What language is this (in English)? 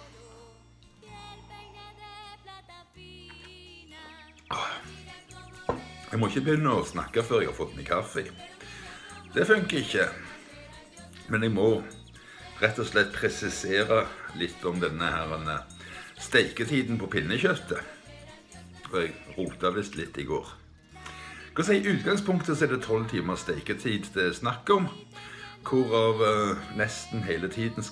Norwegian